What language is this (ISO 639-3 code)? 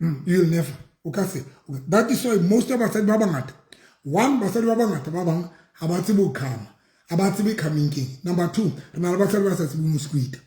sot